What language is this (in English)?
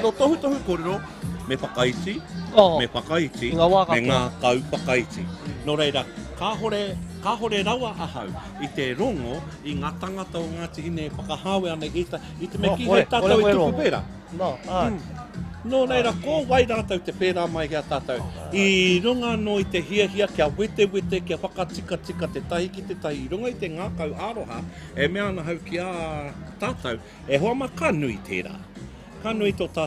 Māori